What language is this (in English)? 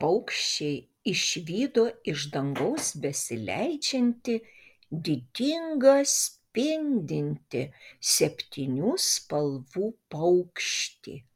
Lithuanian